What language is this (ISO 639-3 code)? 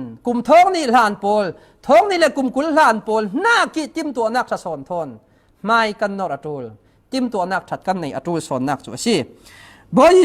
cfm